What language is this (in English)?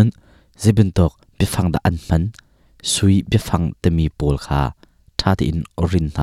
Hakha Chin